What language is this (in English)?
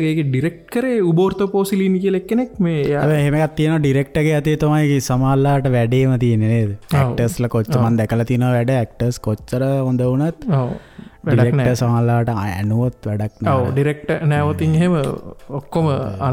Sinhala